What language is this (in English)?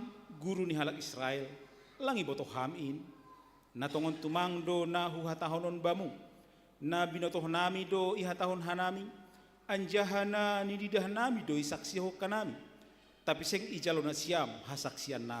Batak Simalungun